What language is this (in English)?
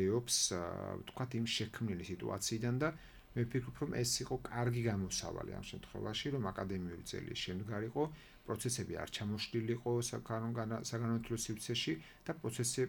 Georgian